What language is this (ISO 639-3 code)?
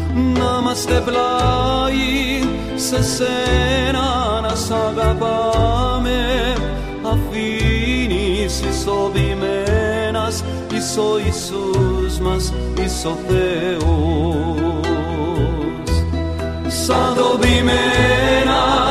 ell